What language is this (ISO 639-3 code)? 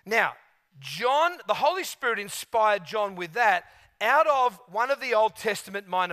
eng